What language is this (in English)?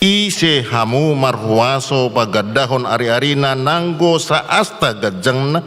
Batak Toba